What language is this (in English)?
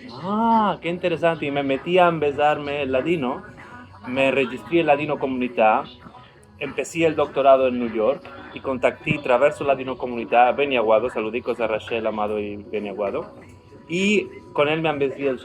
Ladino